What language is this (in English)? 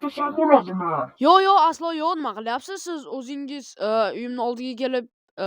Uzbek